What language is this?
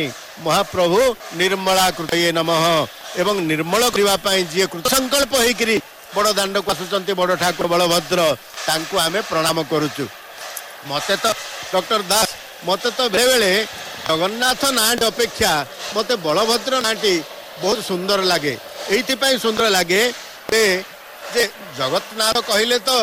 Odia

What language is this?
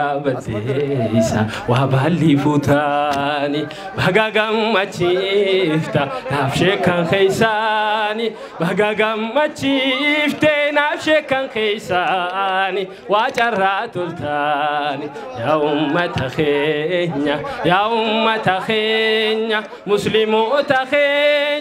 Oromo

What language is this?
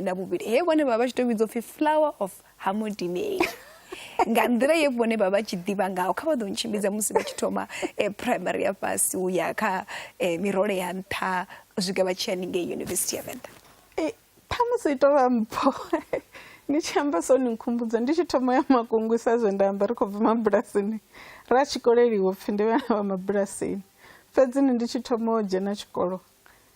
Venda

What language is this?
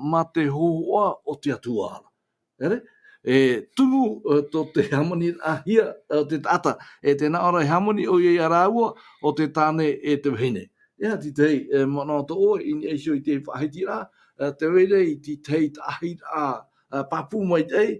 Tahitian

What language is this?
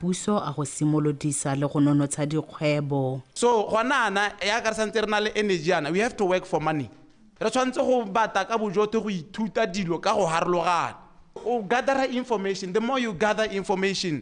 Tswana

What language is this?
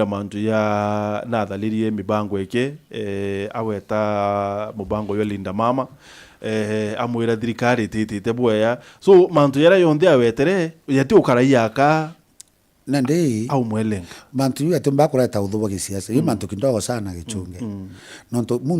Meru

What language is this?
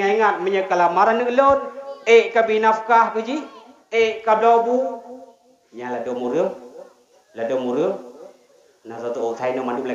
Achinese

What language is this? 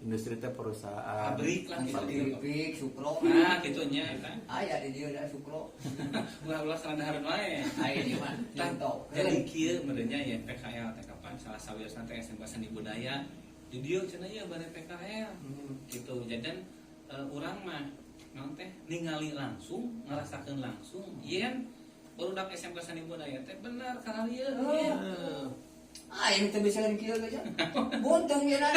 Sundanese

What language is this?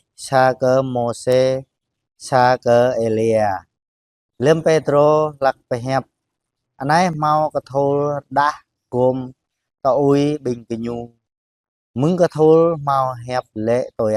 Jarai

